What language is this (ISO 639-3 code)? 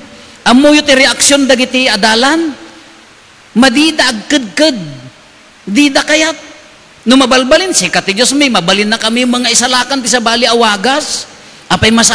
ilo